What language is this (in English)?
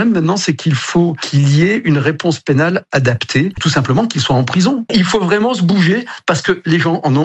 French